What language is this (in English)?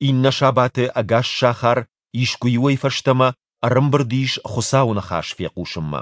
Ossetic